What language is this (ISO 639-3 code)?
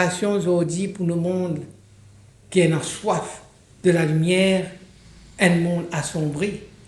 mfe